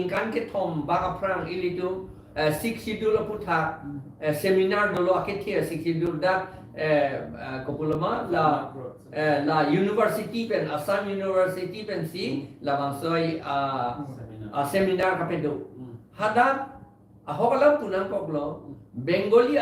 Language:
Karbi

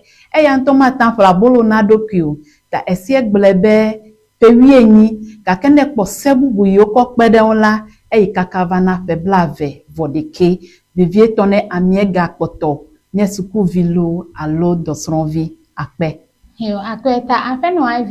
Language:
Ewe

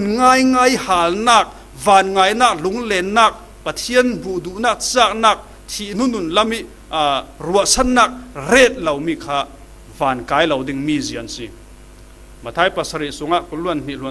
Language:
Falam Chin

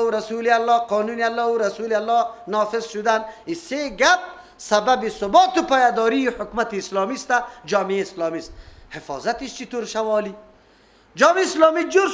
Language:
Persian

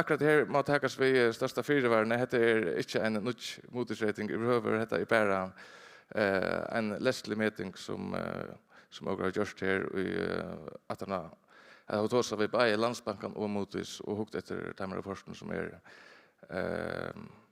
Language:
Faroese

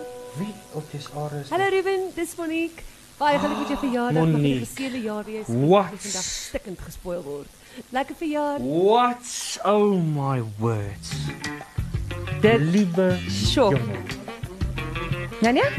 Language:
Afrikaans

